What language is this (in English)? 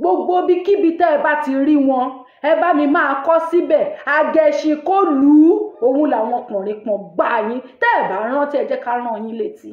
Yoruba